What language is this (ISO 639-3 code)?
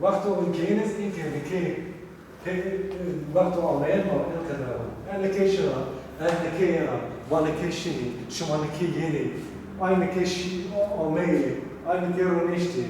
zza